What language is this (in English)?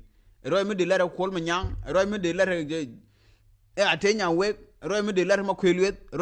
Nuer